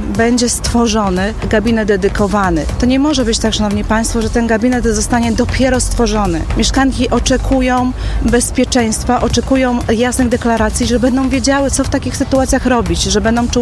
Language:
Polish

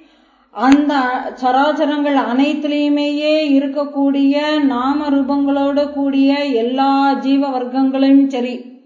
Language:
Tamil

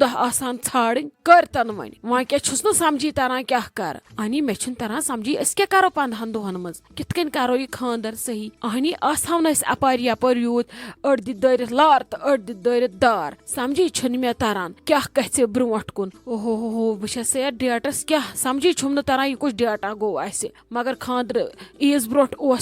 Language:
Kashmiri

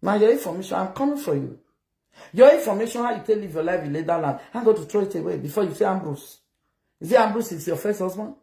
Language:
Nigerian Pidgin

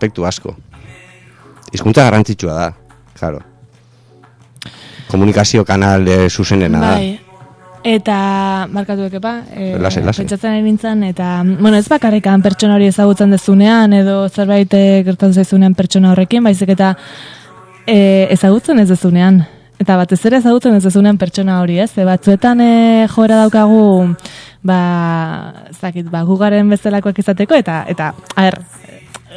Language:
Basque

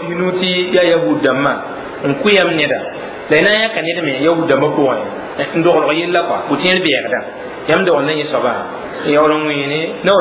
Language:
Mossi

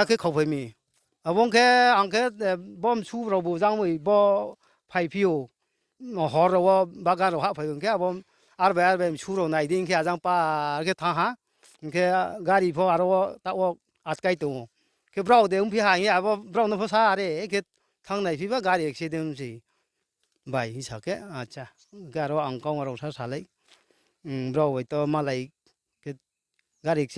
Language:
Riang (India)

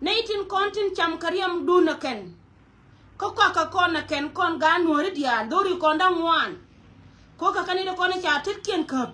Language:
Nuer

